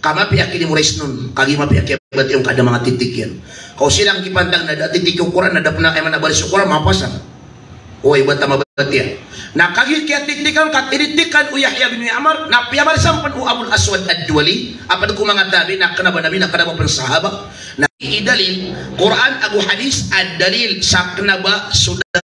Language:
Maranao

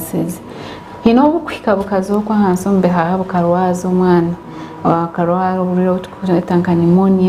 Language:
Nyankole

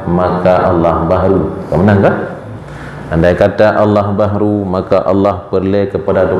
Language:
Achinese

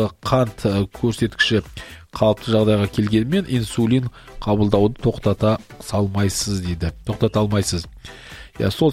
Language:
Kazakh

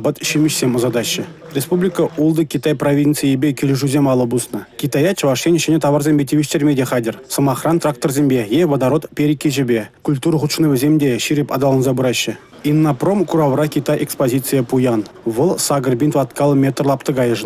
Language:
Chuvash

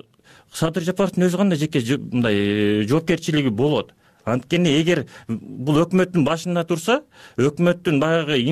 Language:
Kyrgyz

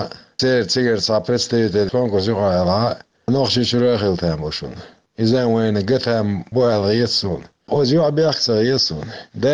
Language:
Chechen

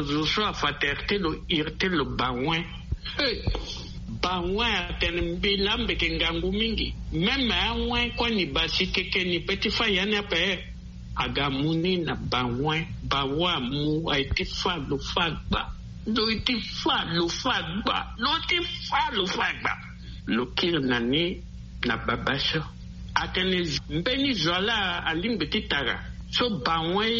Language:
Sango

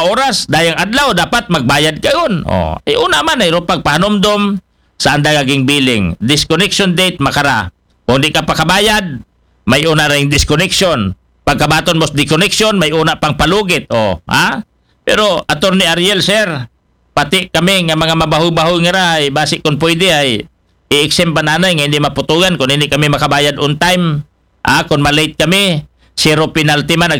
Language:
Aklanon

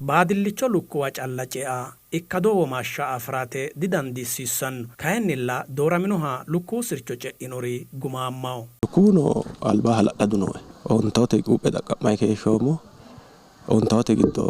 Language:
Sidamo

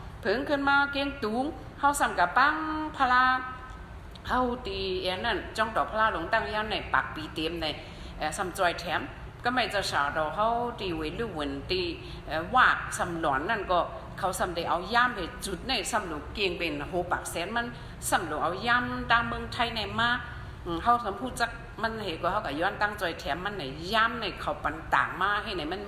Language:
Shan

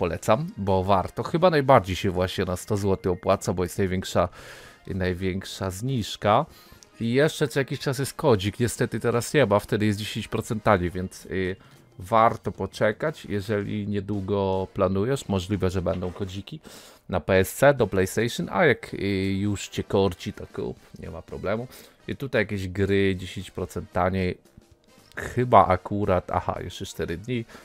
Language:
Polish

